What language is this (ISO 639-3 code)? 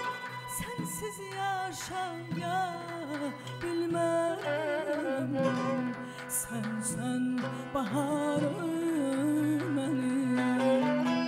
aze